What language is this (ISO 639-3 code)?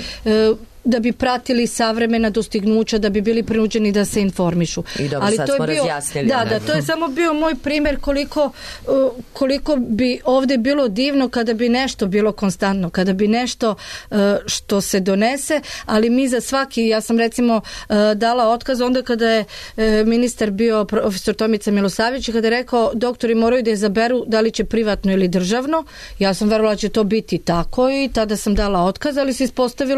srp